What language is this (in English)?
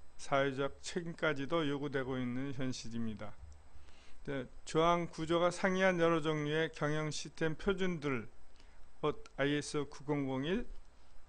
Korean